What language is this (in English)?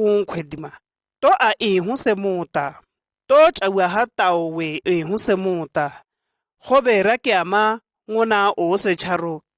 Shua